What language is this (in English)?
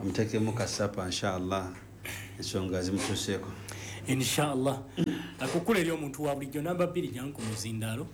Ganda